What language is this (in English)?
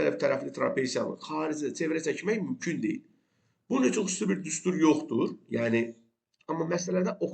Azerbaijani